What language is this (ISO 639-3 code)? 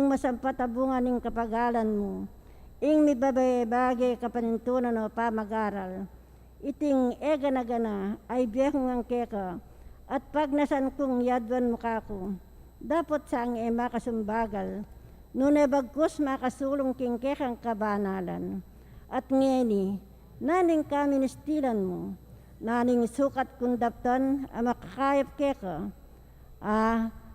pam